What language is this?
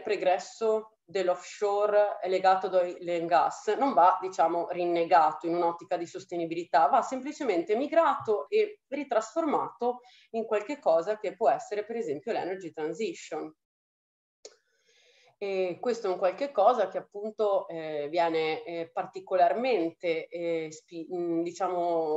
Italian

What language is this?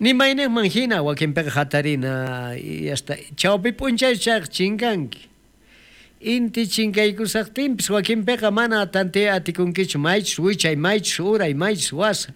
South Bolivian Quechua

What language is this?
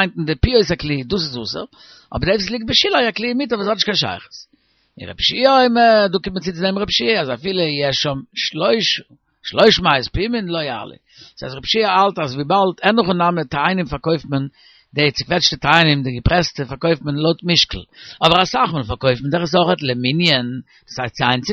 Yiddish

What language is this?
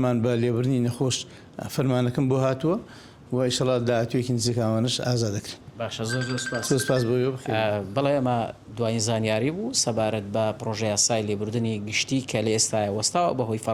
Central Kurdish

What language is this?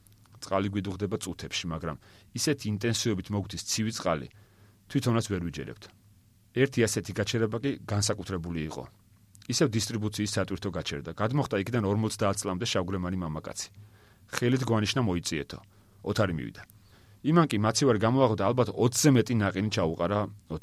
Georgian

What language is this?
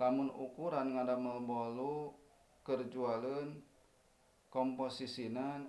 Sundanese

